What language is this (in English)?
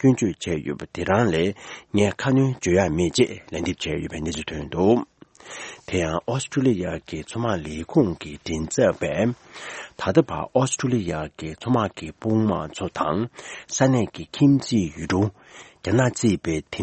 Tibetan